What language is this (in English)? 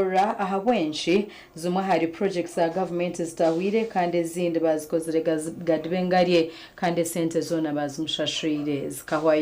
Nyankole